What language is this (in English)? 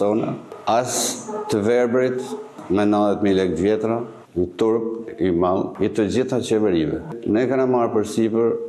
Albanian